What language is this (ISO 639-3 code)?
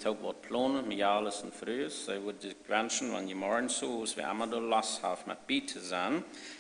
pdt